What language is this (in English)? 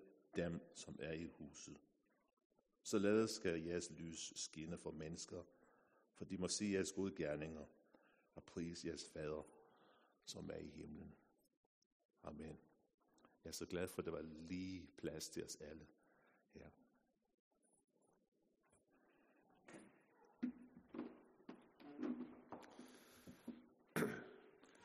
Danish